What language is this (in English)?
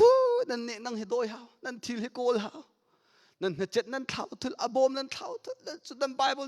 Hakha Chin